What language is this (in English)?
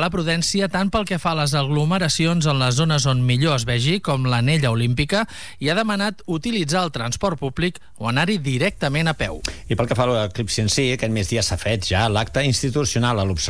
Catalan